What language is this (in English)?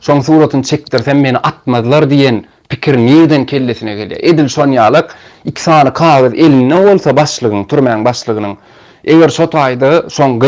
Turkmen